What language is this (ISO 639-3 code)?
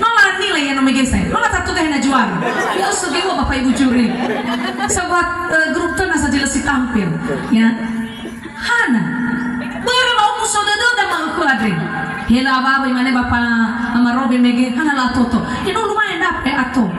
nia